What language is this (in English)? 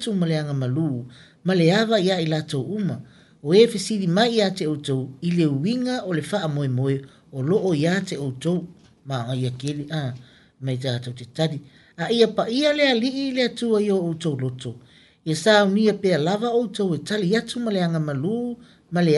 Samoan